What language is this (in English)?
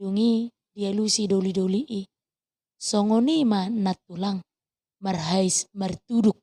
Batak Toba